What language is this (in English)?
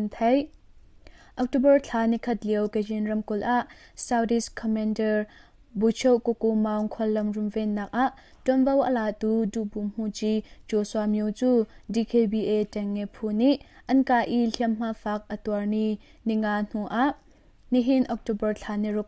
Hakha Chin